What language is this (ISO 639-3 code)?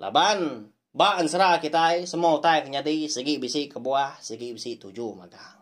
iba